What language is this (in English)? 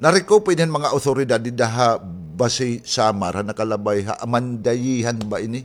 Waray